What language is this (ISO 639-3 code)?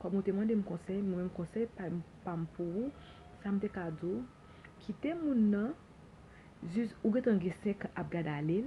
hat